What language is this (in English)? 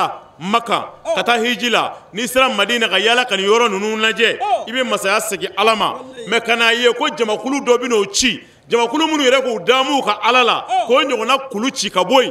Bambara